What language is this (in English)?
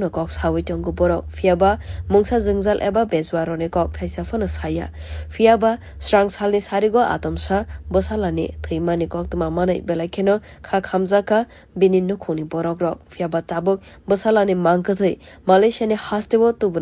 Kok Borok